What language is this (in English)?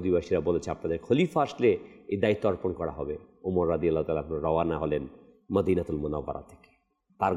Bangla